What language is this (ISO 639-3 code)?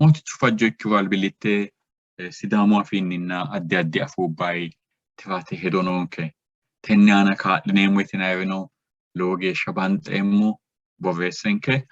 sid